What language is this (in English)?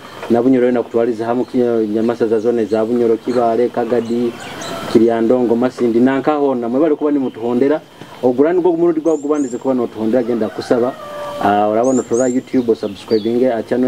Nyoro